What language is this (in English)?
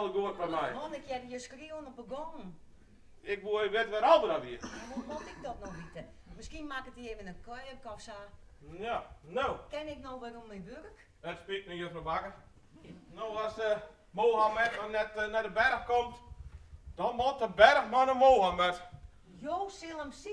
Western Frisian